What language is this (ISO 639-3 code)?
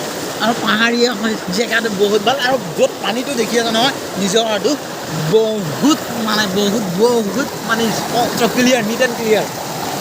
asm